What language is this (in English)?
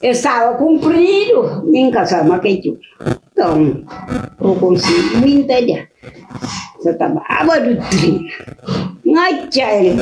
Kabuverdianu